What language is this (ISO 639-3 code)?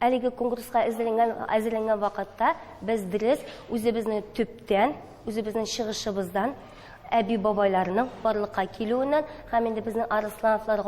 tat